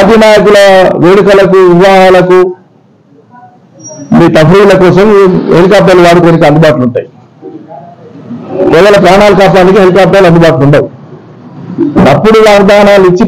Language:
Telugu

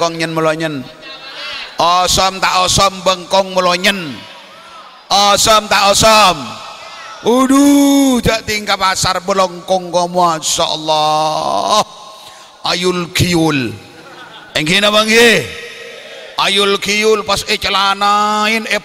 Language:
Madurese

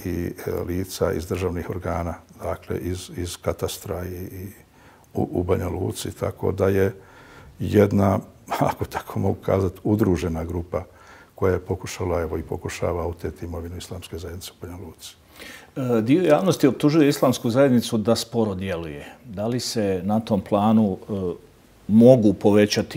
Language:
Bosnian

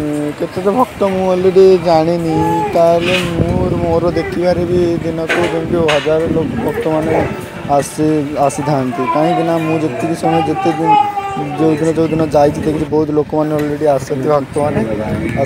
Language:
Odia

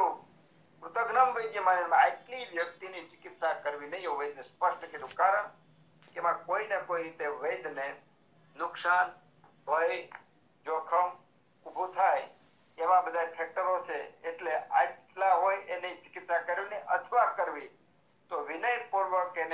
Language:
Gujarati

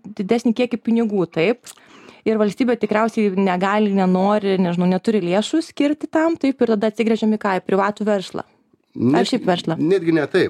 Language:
Lithuanian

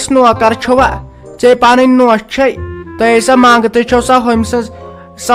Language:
Kashmiri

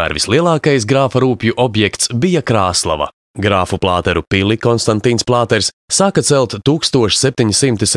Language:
Latvian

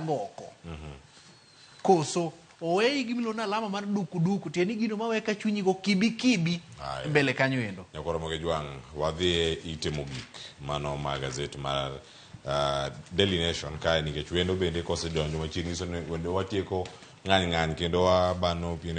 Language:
Luo (Kenya and Tanzania)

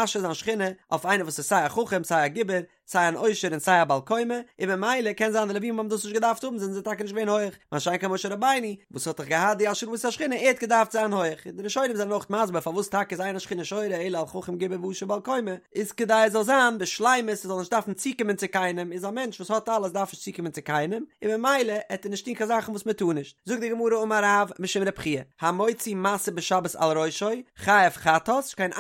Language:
Yiddish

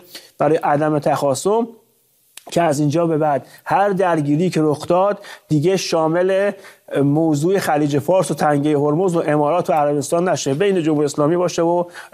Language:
Persian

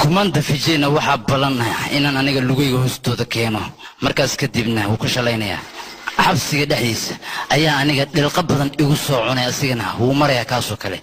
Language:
Somali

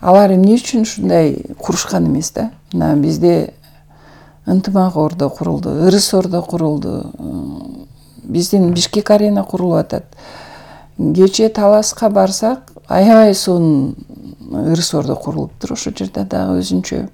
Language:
Kyrgyz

